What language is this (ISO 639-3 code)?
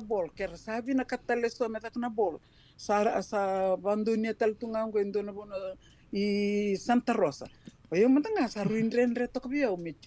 fij